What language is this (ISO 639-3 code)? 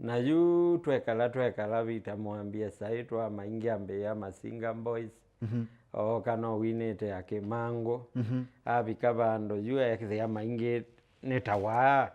kam